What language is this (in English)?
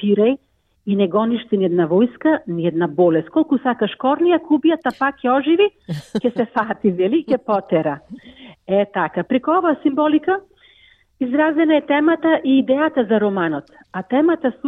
Macedonian